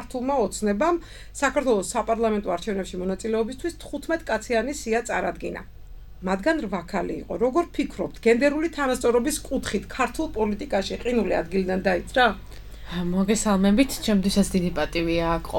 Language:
Georgian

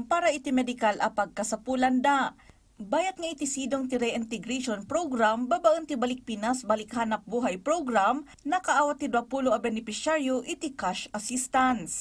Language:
Iloko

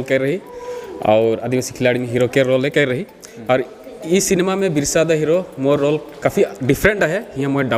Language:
Sadri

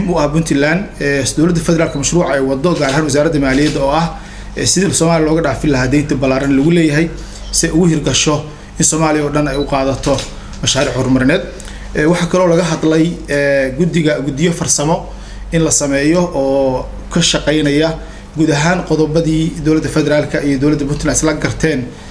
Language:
Somali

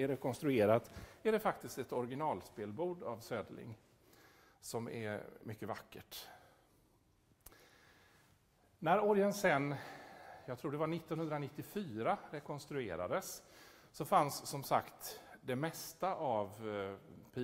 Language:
Swedish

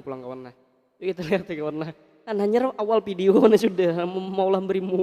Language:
Banjar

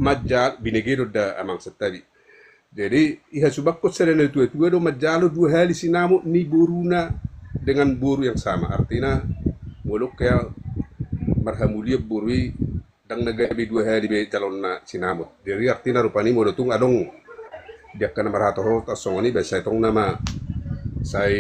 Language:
Batak Toba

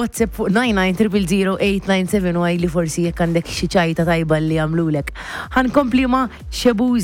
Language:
Maltese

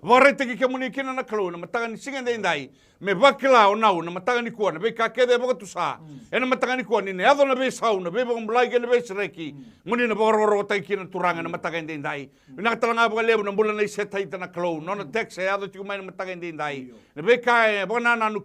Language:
Fijian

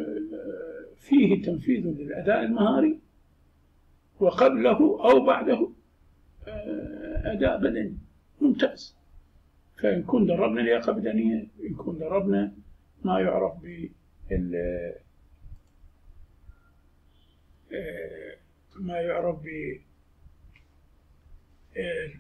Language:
Arabic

